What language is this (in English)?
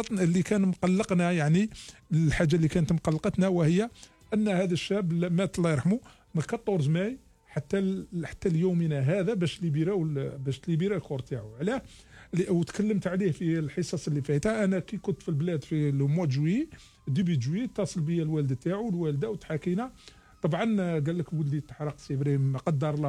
Algerian Arabic